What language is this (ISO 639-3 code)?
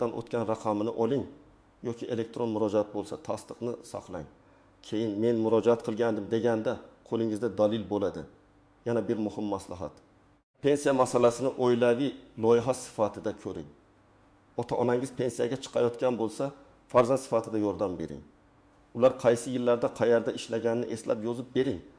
uzb